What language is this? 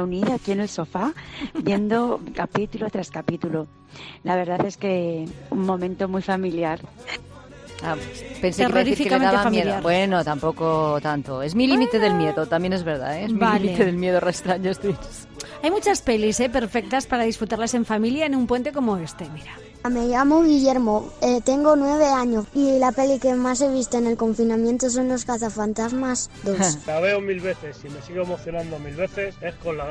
Spanish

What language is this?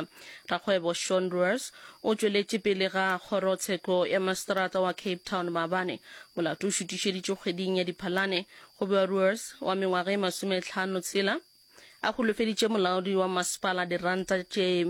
Northern Sotho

